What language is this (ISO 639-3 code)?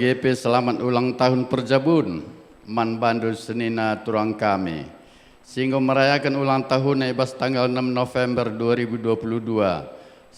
btx